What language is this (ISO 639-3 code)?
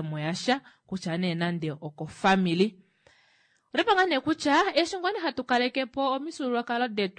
kua